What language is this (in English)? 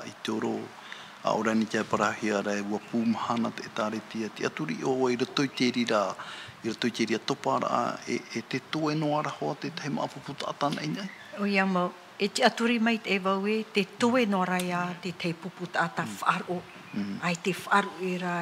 Tahitian